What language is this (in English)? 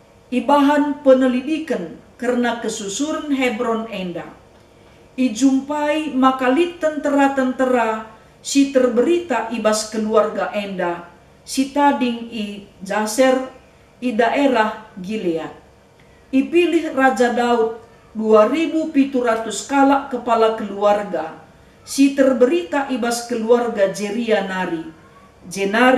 Batak Karo